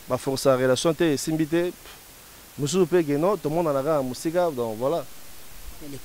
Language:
Lingala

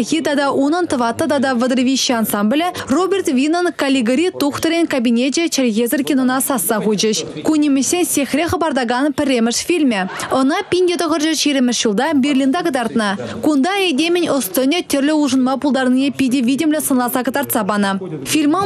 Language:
Chuvash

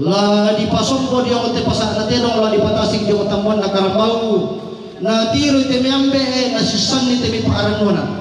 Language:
Toraja-Sa'dan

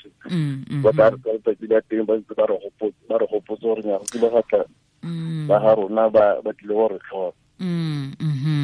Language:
Tswana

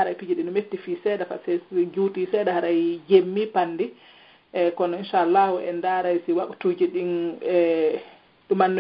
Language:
Pular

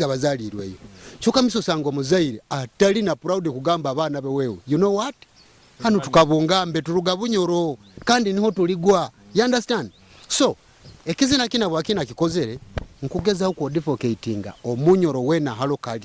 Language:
Nyoro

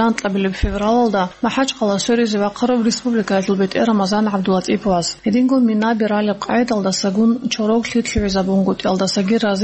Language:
Avaric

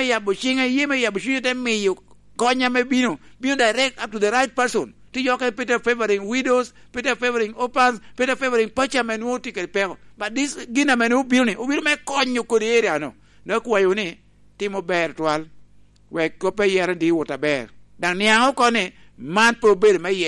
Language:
Lango (Uganda)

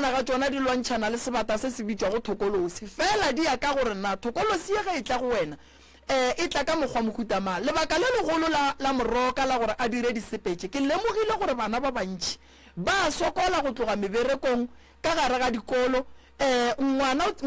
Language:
Northern Sotho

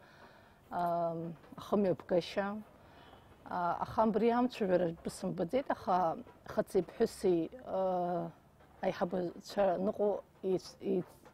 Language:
Abkhazian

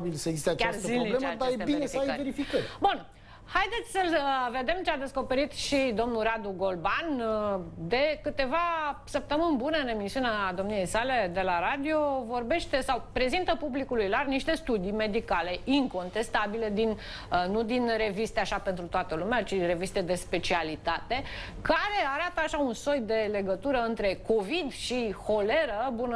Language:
Romanian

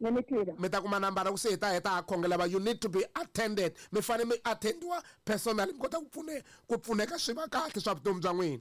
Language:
Tsonga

